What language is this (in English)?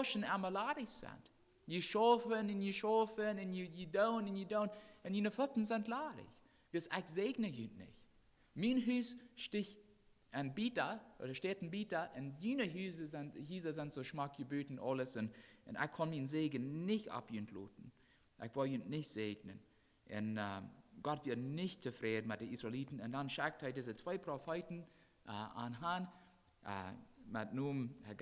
Plautdietsch